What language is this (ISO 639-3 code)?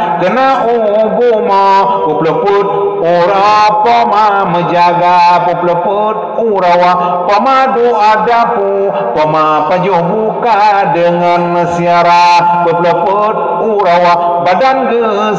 ace